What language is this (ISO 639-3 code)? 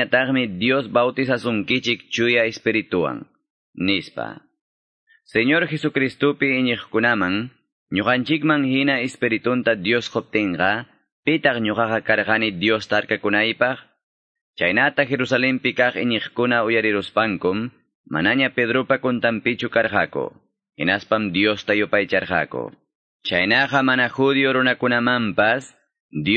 quy